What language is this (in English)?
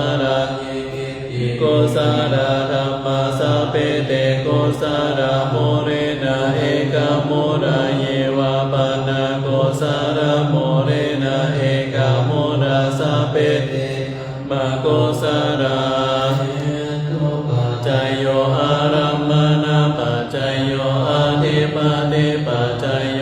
Pali